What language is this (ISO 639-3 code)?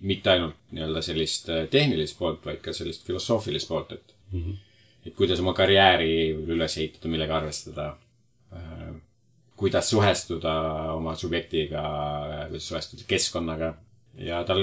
est